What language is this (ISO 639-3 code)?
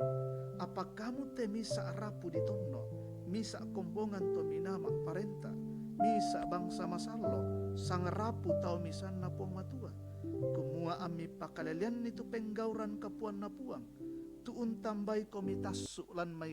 sda